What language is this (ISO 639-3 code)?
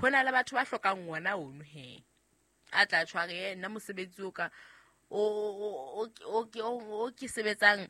sot